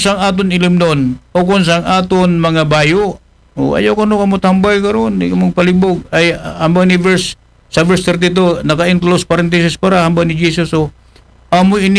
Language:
Aklanon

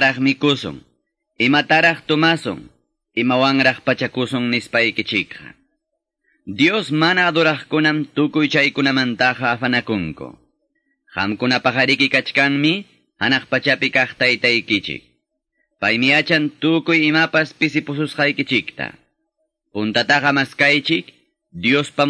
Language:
Quechua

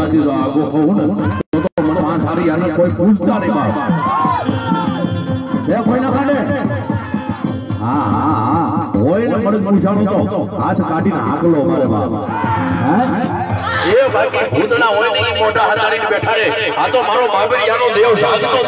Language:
Gujarati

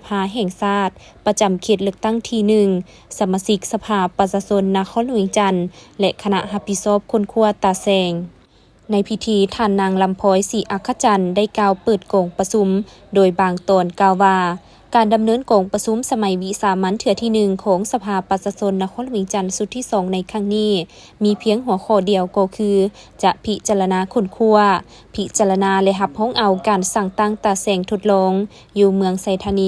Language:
Lao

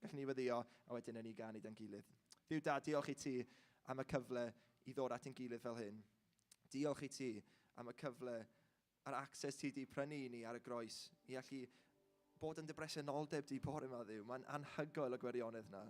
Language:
Welsh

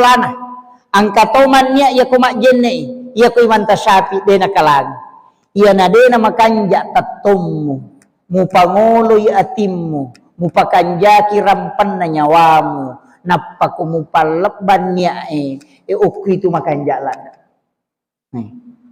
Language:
Buginese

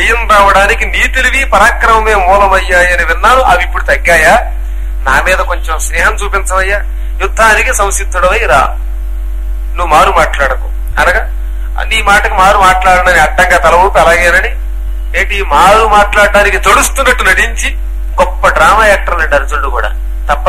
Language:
Telugu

